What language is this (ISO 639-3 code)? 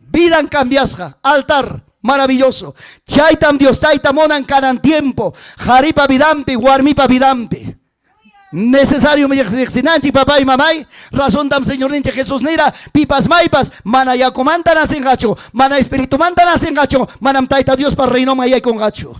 quy